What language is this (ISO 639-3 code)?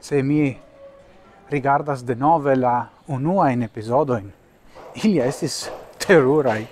epo